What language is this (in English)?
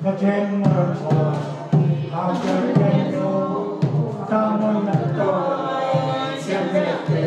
Tedim Chin